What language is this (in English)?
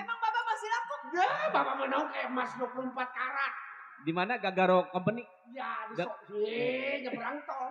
Betawi